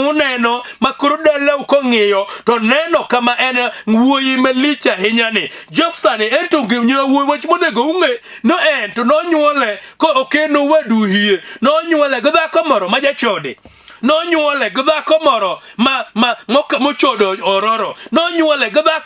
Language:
Luo (Kenya and Tanzania)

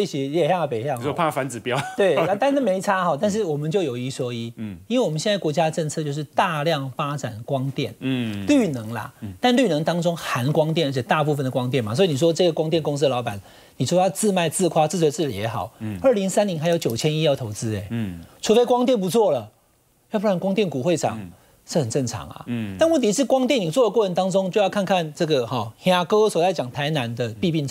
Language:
Chinese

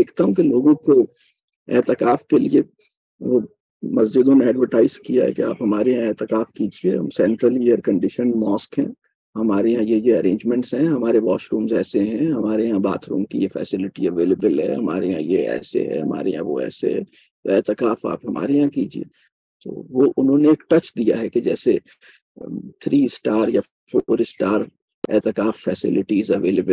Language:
Urdu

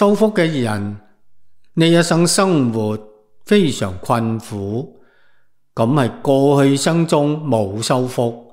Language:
Cantonese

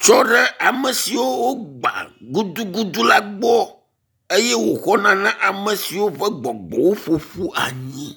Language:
Ewe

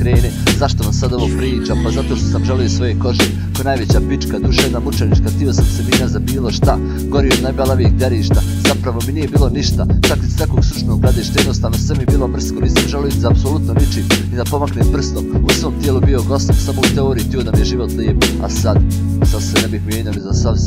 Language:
Bosnian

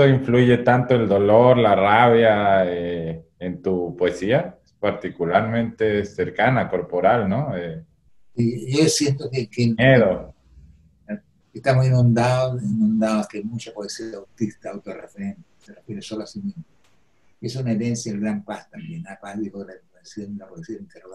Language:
Spanish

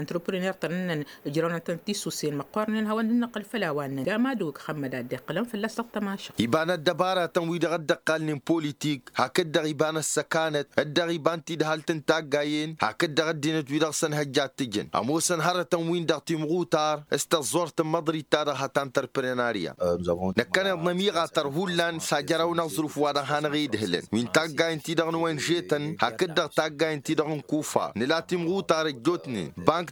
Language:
Tamasheq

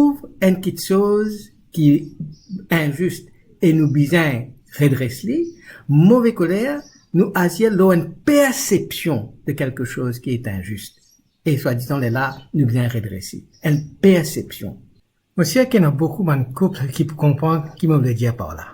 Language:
Morisyen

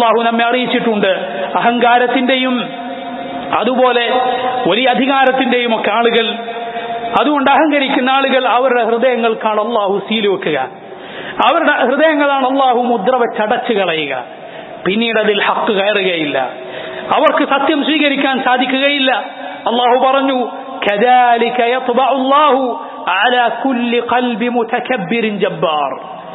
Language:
Malayalam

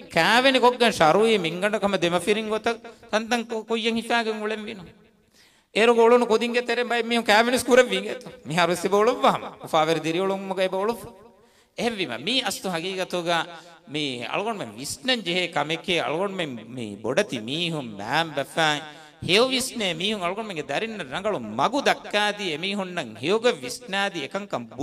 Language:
Divehi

